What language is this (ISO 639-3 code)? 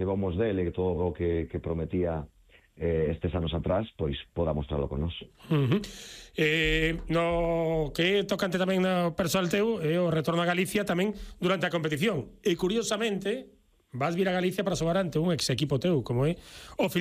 glg